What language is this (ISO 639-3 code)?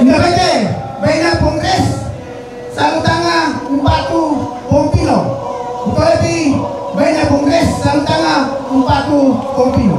sda